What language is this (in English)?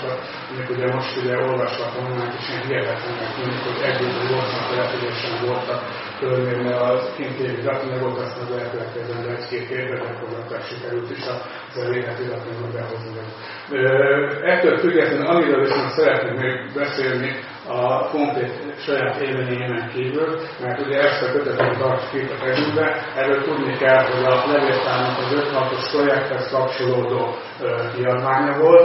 Hungarian